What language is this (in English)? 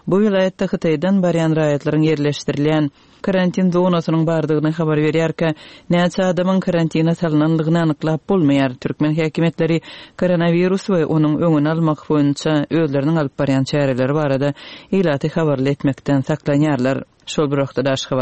Turkmen